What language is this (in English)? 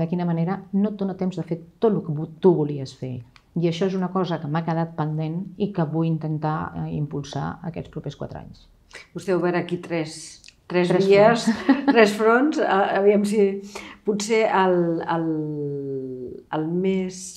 Catalan